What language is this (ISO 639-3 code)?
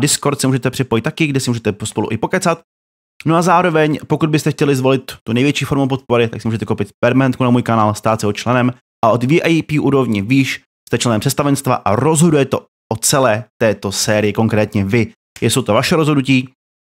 ces